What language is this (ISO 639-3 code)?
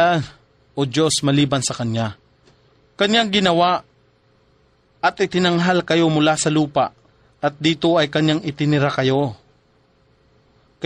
fil